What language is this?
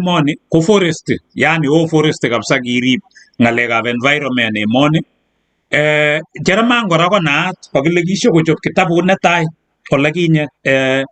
Kalenjin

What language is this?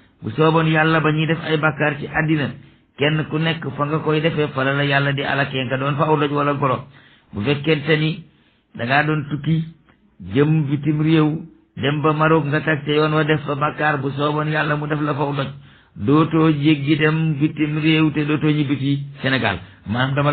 Wolof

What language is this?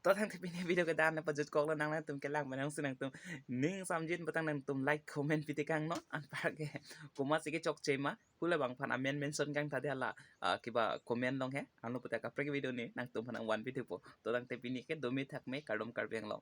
Karbi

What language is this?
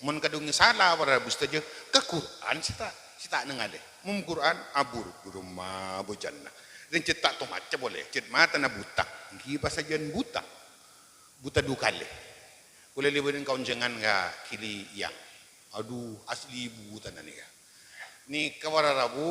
Madurese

